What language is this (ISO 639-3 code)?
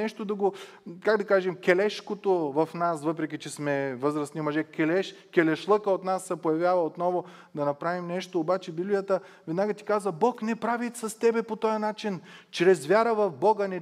bul